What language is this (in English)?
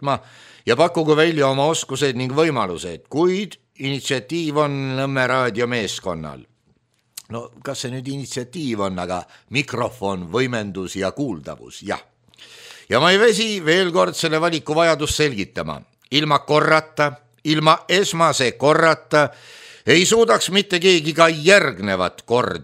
Estonian